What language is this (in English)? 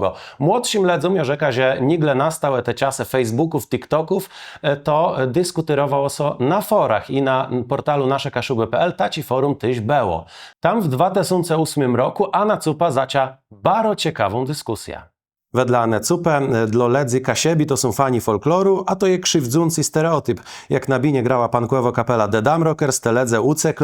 Kashubian